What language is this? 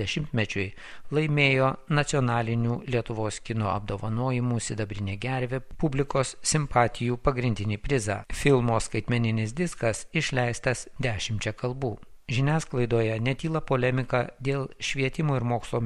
Lithuanian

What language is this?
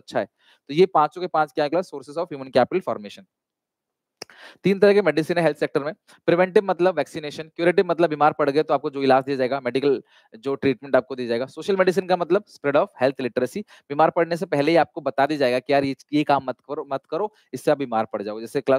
Hindi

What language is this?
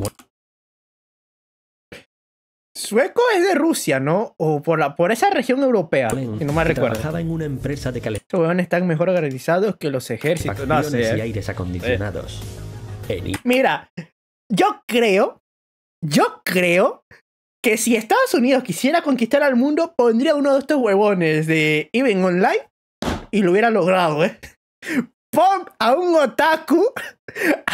Spanish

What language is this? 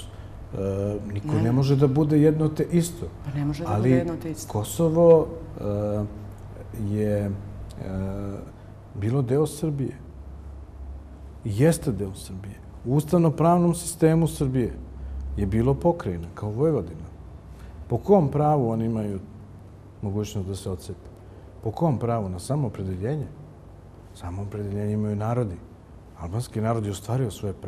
Bosnian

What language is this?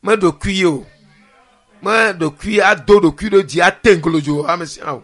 Ewe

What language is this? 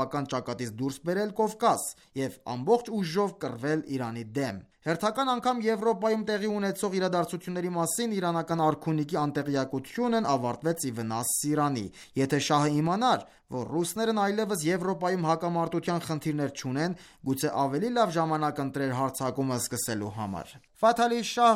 Armenian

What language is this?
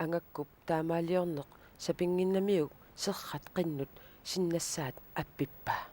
Kalaallisut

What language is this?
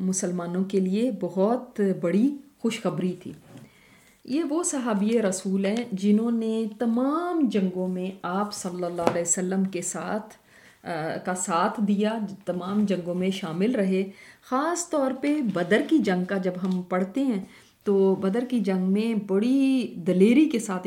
Urdu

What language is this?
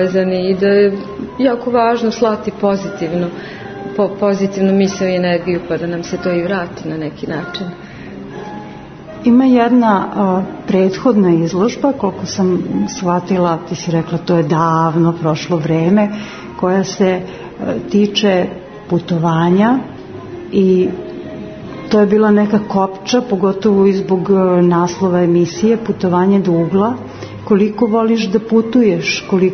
Serbian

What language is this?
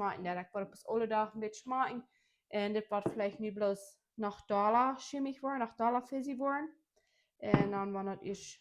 Plautdietsch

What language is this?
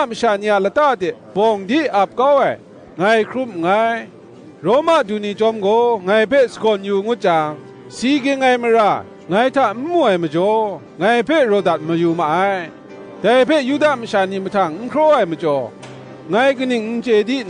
Kachin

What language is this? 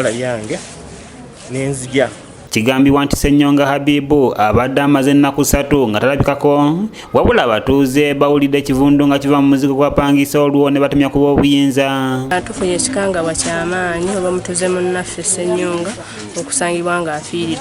Ganda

